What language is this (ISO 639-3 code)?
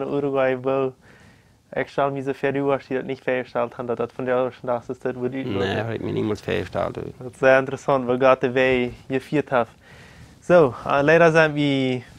pdt